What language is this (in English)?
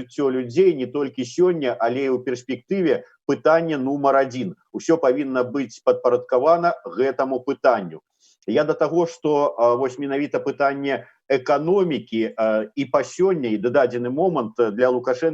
Belarusian